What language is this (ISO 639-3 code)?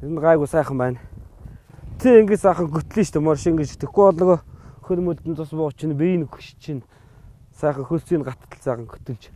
mon